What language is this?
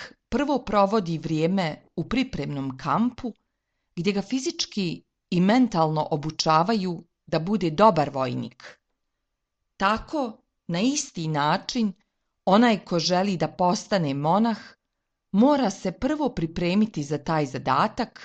Serbian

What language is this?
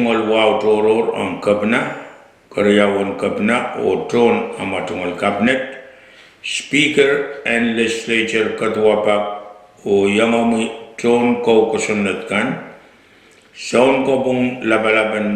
Pohnpeian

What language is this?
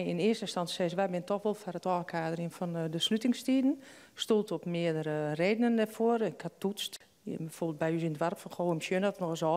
Western Frisian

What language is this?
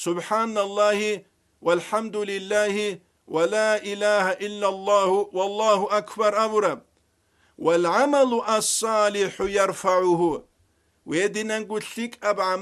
Avaric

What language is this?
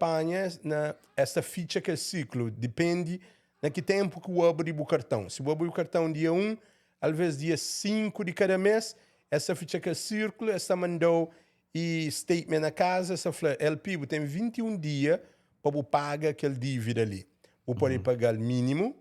Kabuverdianu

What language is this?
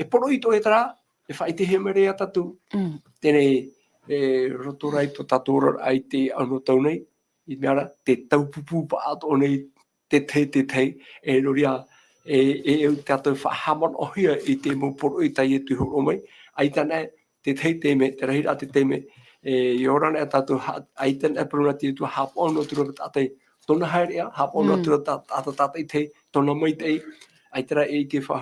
Tahitian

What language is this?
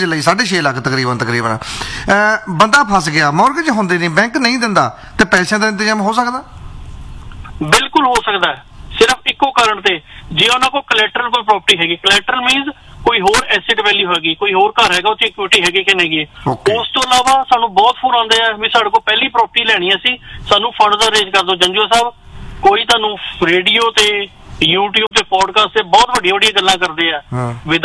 Punjabi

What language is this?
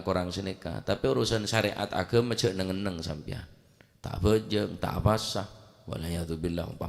Madurese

